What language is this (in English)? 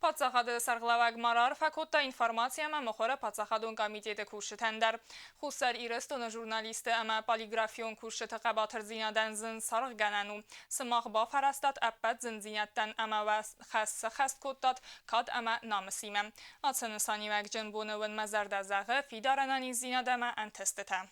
Ossetic